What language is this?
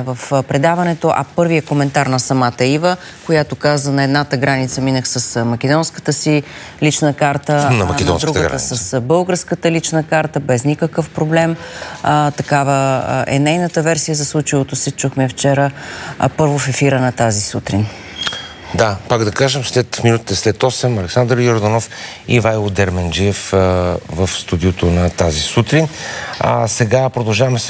Bulgarian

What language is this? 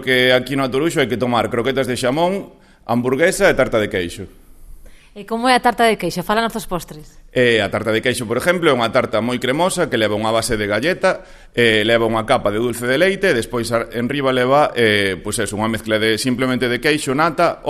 Galician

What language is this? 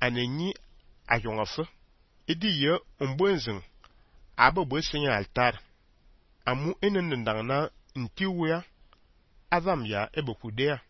Fang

